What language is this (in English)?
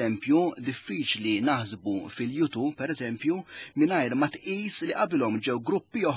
Maltese